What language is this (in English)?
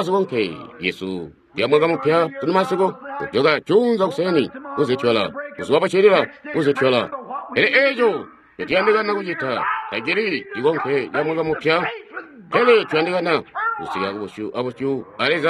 Tonga (Zambia)